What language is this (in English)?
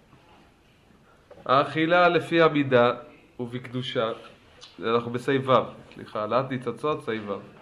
Hebrew